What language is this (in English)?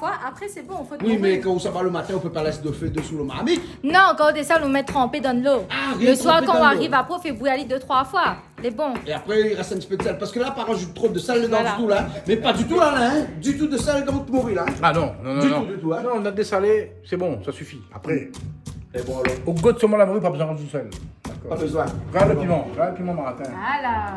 Réunion Creole French